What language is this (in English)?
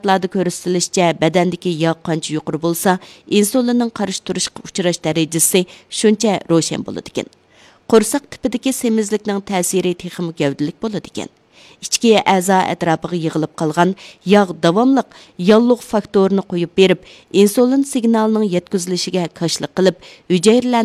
Uyghur